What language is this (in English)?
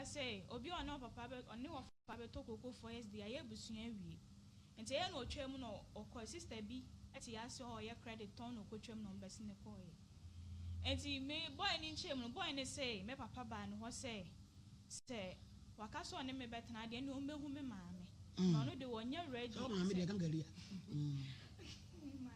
Akan